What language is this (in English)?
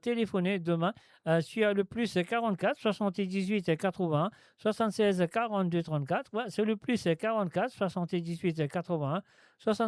Morisyen